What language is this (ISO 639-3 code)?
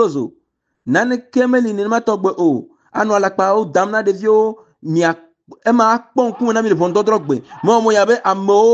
ewe